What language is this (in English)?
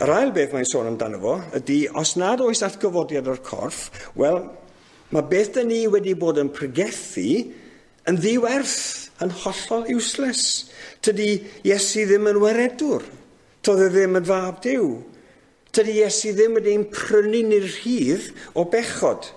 Welsh